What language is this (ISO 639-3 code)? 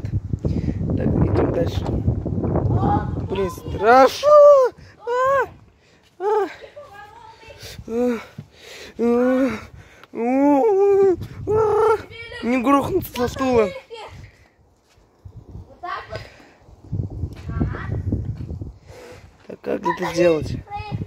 rus